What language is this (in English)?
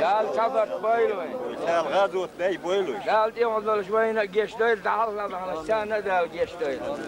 Chechen